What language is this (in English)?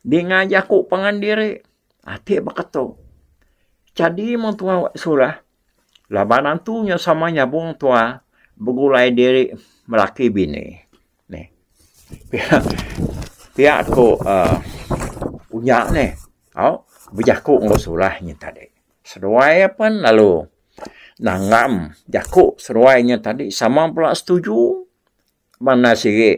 Iban